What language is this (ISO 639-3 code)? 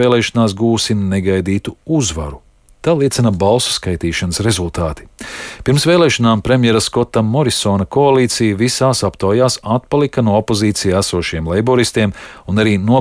lav